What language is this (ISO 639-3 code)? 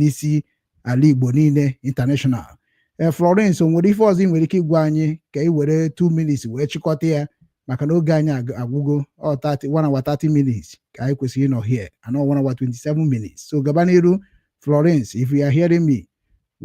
ibo